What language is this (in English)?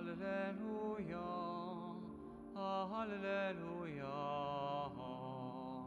Polish